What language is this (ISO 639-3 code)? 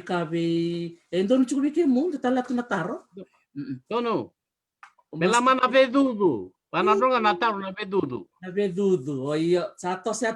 fij